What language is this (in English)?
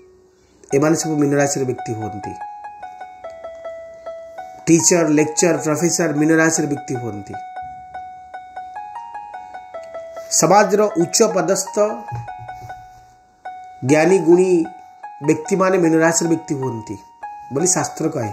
Odia